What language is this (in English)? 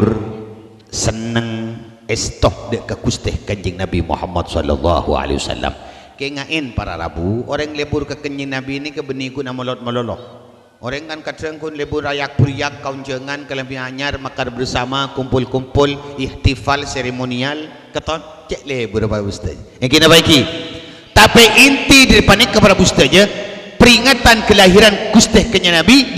Madurese